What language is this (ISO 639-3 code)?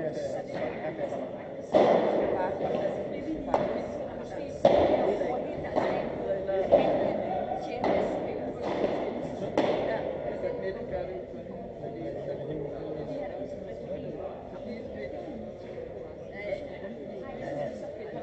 dan